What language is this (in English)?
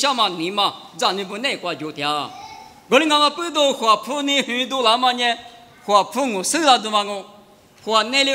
Lisu